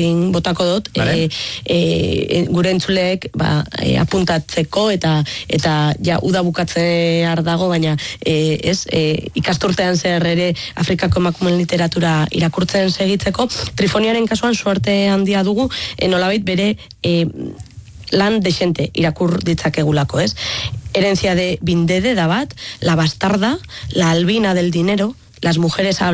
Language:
Basque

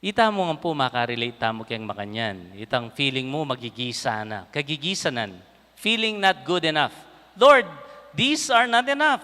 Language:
Pampanga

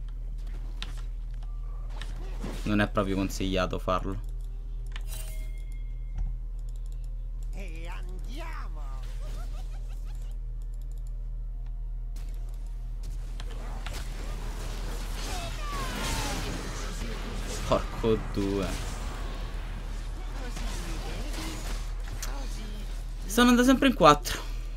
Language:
Italian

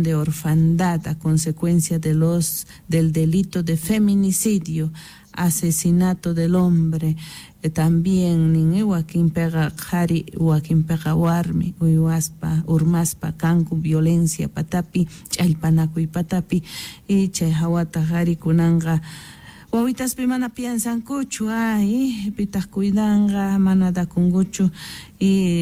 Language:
South Bolivian Quechua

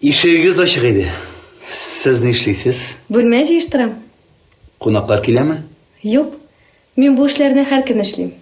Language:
Tatar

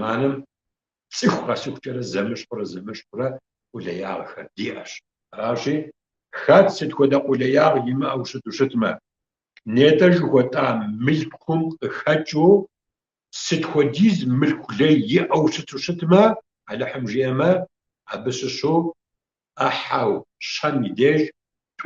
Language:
Kabardian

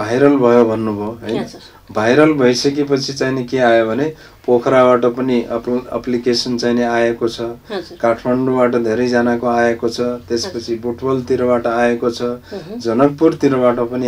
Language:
Nepali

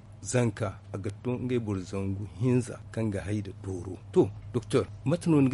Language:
Zarma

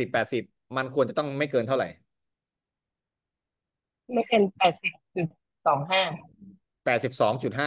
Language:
Thai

